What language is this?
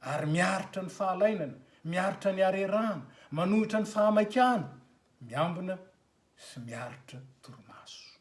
Malagasy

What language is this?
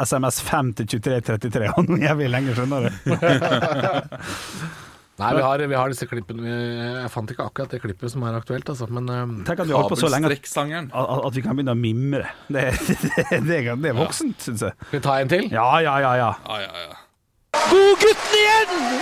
Norwegian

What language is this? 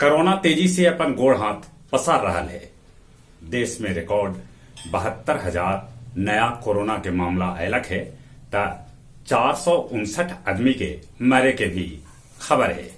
Magahi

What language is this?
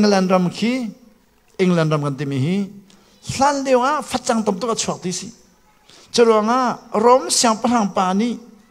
Hakha Chin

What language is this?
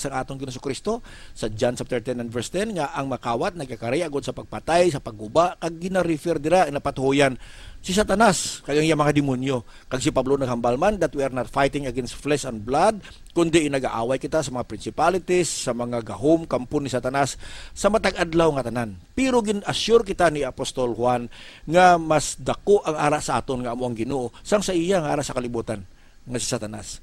Hiligaynon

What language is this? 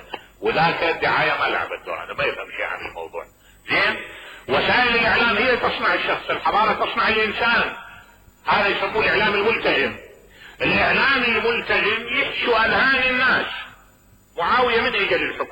Mesopotamian Arabic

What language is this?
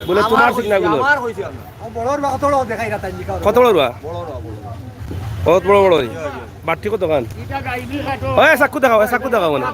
Sylheti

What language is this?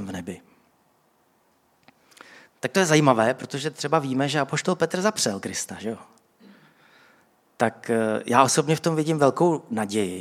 Czech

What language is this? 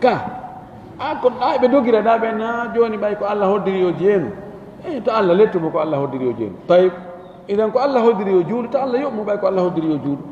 Fula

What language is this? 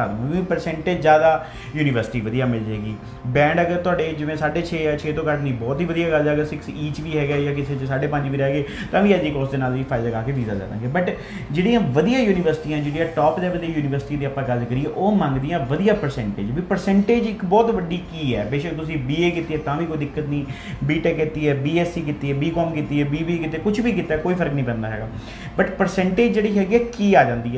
Punjabi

